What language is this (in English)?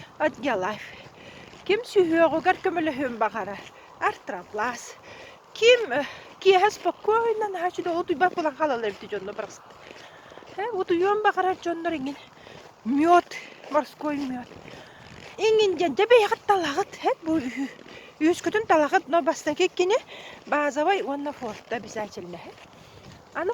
Yakut